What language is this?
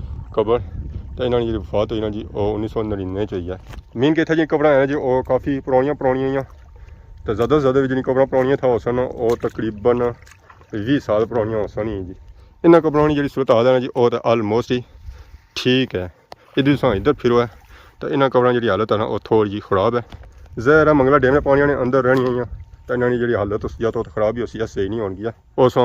Pahari-Potwari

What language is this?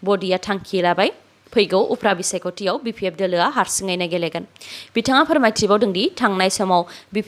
Bodo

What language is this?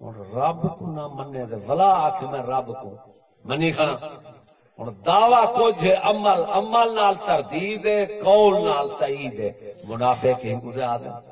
Saraiki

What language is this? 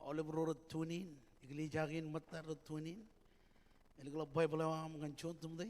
Marshallese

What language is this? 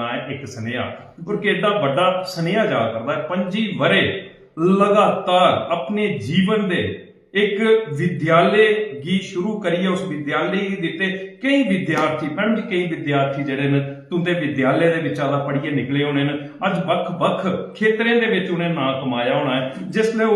Dogri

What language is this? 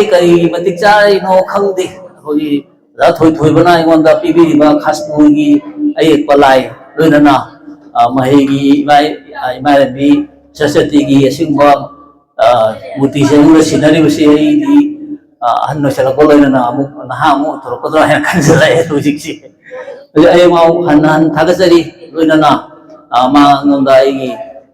Manipuri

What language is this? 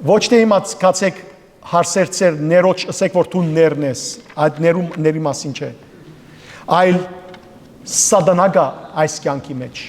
Western Armenian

